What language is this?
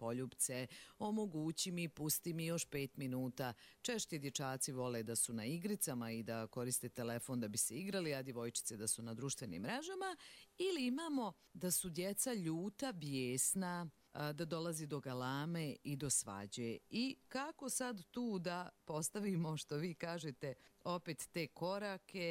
Serbian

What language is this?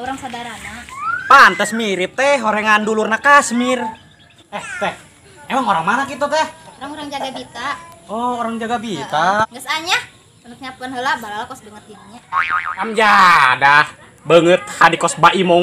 Sundanese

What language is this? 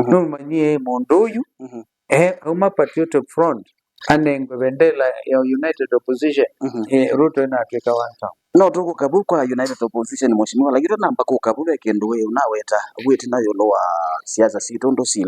Kamba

